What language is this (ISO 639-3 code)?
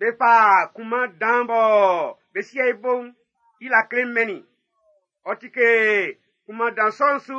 bci